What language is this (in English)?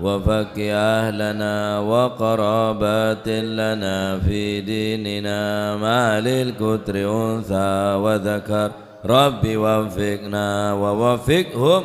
Madurese